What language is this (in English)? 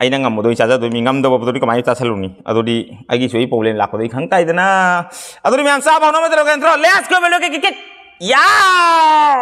Manipuri